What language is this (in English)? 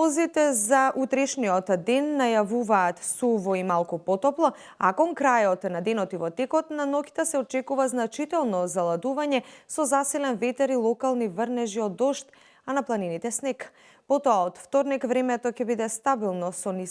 Macedonian